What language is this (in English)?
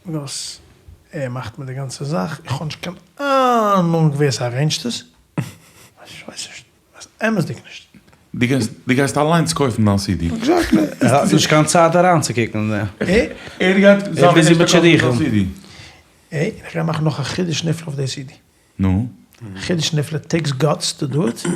Yiddish